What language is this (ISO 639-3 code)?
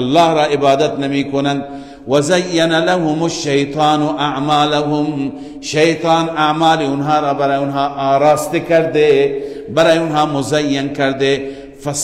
fas